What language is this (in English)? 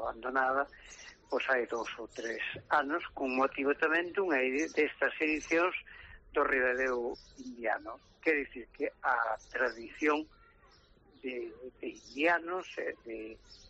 Galician